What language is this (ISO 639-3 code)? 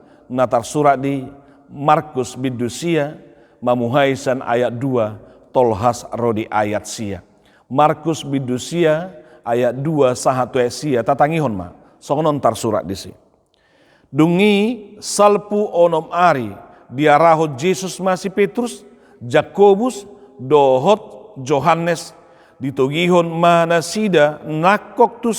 bbc